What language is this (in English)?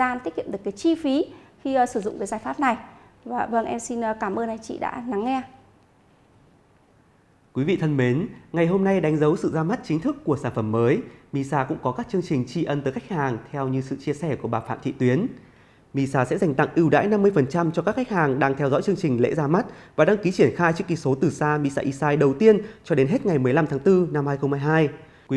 Vietnamese